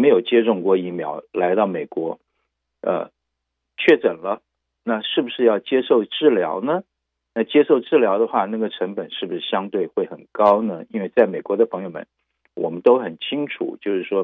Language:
Chinese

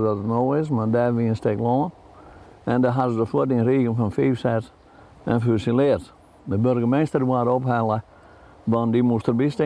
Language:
Western Frisian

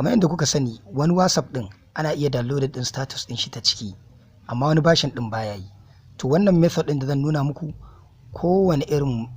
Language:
Hausa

